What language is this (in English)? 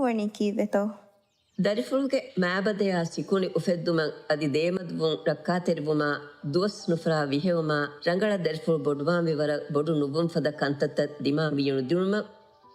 Divehi